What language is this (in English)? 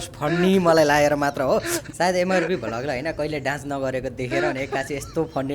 Nepali